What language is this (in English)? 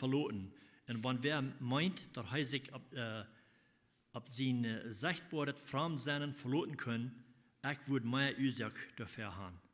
Plautdietsch